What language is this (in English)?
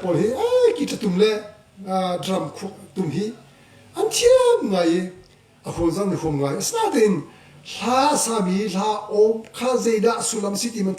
Hakha Chin